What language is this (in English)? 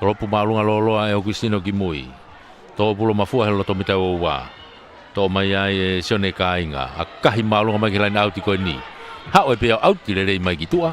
Tongan